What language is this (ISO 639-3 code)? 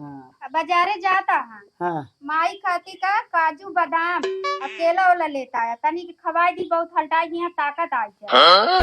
awa